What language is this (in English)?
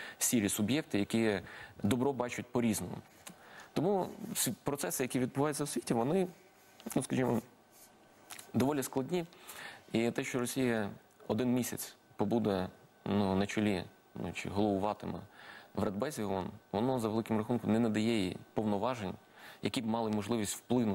Ukrainian